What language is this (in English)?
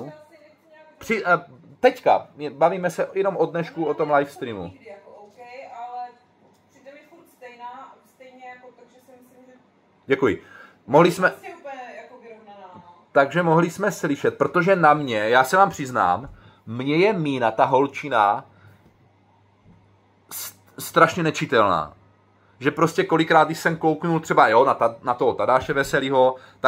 Czech